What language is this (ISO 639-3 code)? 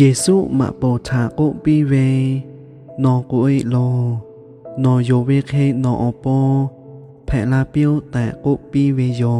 lhu